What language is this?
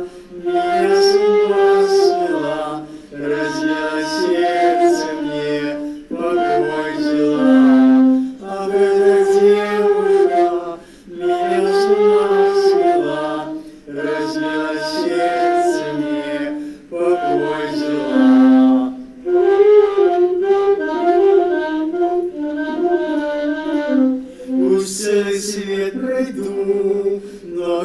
Russian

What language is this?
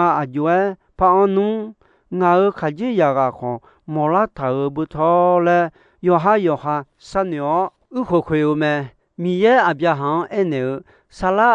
Akha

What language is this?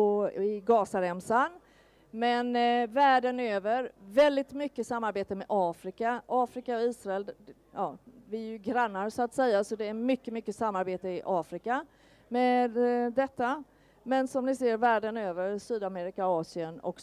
Swedish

